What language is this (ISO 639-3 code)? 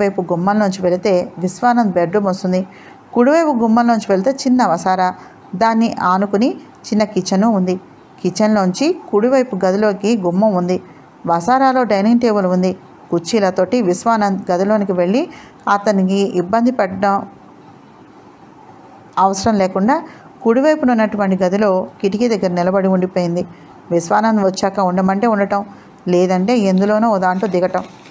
tel